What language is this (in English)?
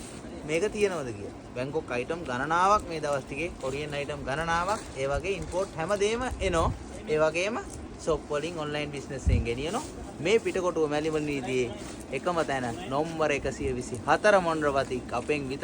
Sinhala